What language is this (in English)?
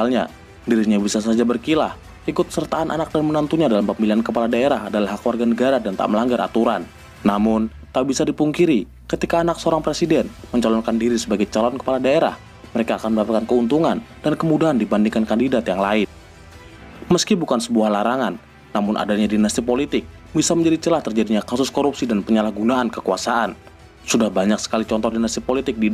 Indonesian